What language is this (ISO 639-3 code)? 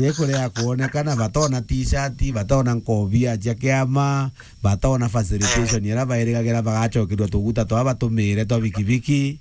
mer